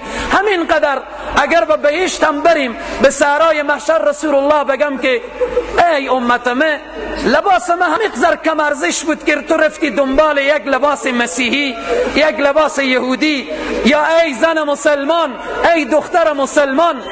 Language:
Tajik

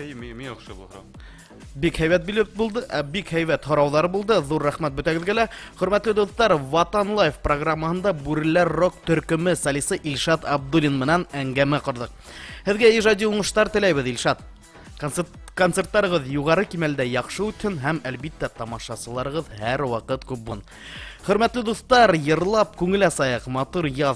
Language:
Bashkir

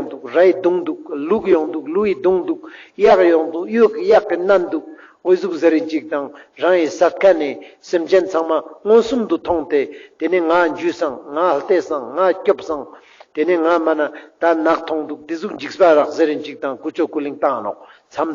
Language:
Ladakhi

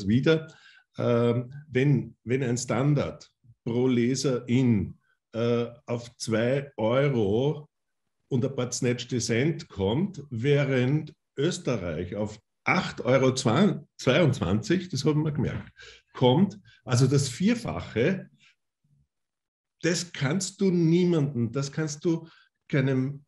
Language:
German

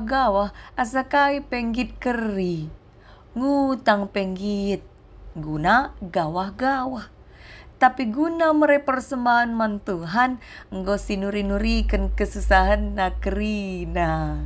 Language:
Batak Karo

